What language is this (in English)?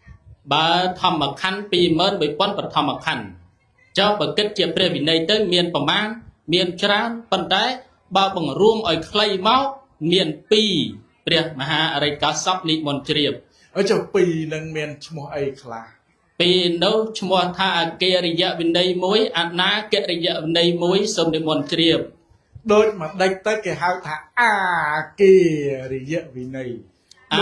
Khmer